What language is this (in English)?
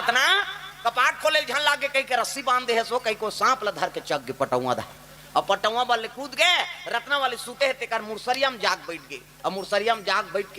Chhattisgarhi